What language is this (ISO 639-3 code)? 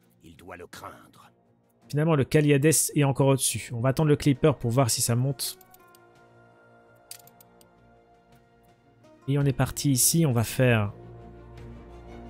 fra